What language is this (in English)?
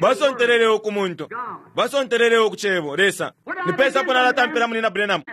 Bemba